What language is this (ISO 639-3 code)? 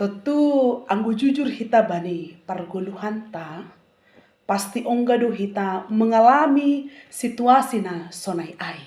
bts